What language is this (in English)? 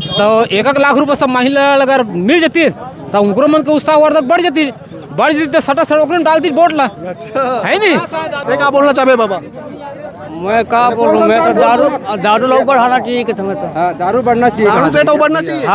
Chhattisgarhi